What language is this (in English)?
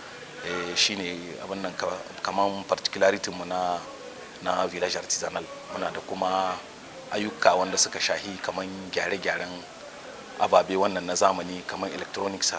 Hausa